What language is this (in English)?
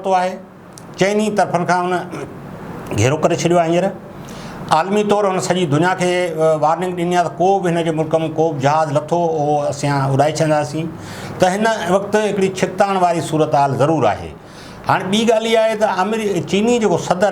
Sindhi